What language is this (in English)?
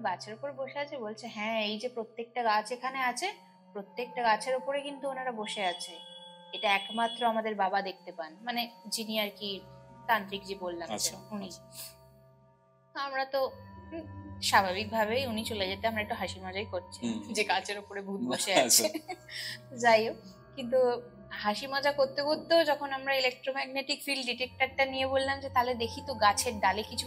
Bangla